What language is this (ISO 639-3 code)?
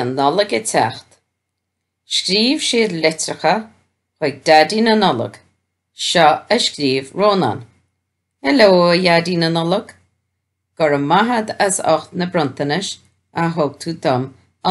gle